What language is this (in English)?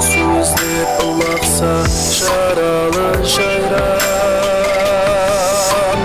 Kara-Kalpak